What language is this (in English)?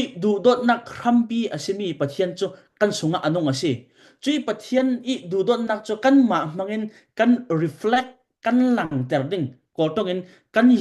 Falam Chin